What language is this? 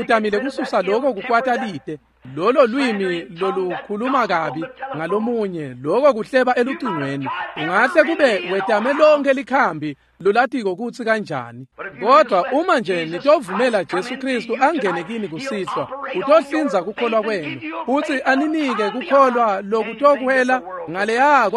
Swati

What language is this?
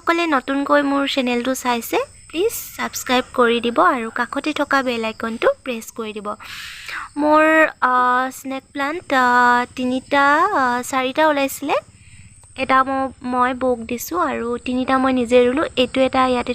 Assamese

